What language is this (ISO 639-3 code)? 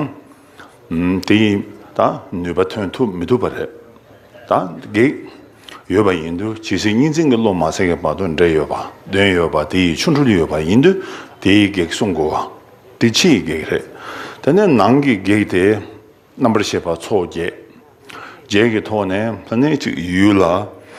bod